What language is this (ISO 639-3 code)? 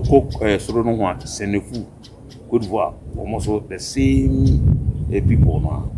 aka